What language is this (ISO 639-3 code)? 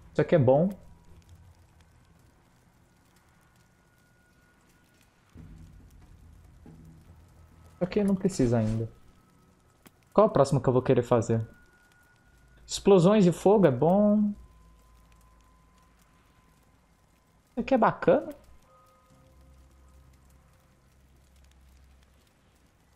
por